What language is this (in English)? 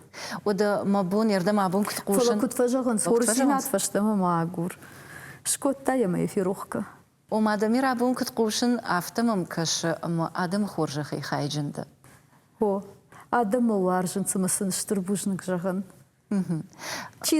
Ossetic